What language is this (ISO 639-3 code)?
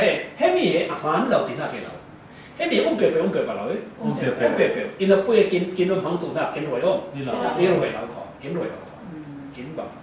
cfm